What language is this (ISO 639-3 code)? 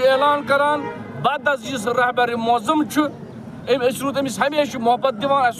kas